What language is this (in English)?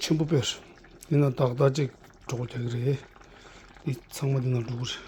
Tibetan